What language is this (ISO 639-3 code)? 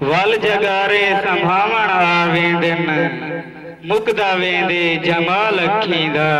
skr